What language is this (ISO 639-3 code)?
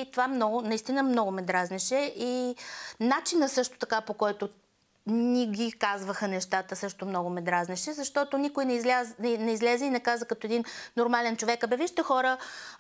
bul